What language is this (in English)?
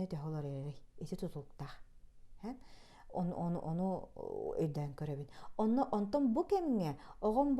Yakut